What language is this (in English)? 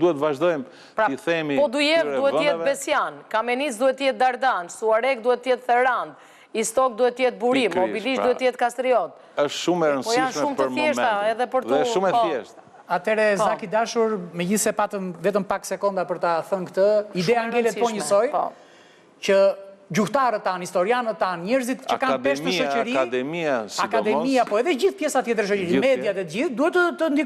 Albanian